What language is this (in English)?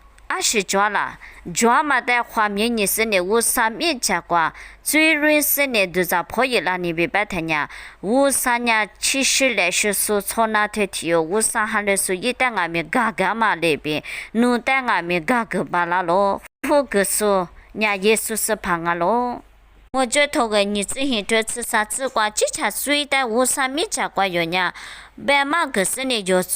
Lisu